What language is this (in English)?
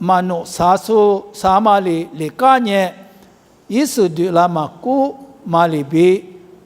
Lisu